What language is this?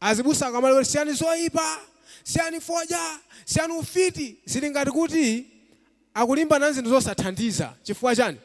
Nyanja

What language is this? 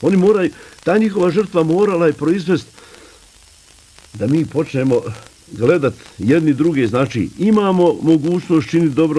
Bosnian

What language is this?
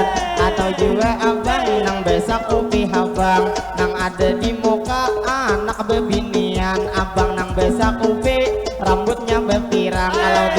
Banjar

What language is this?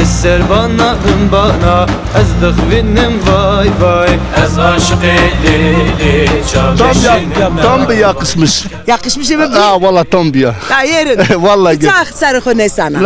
Zaza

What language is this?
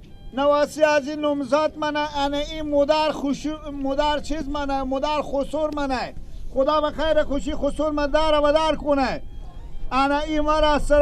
Persian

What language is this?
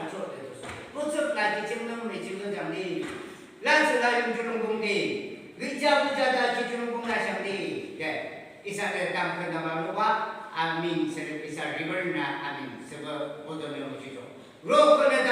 Yimchungru Naga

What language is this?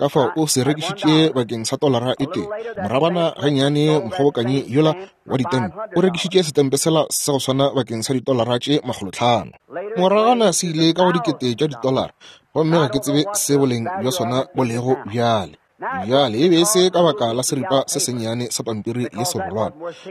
Northern Sotho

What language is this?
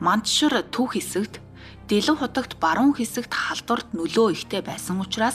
Mongolian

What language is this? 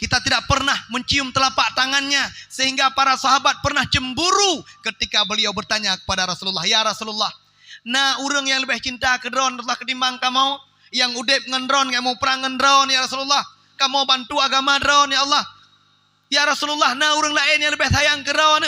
Achinese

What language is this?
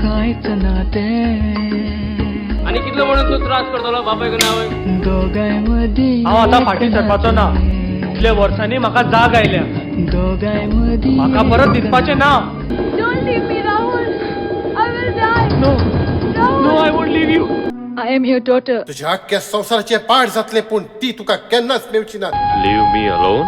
Konkani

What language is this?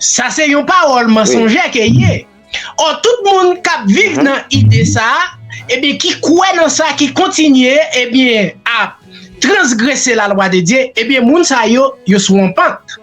Haitian Creole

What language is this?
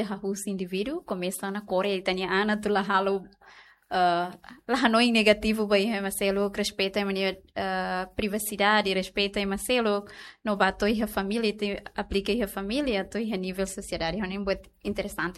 Tetum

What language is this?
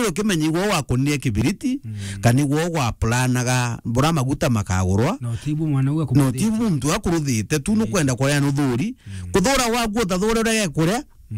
Meru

